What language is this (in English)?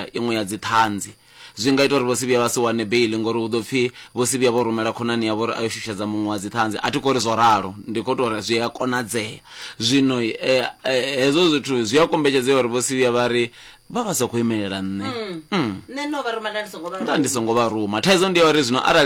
Venda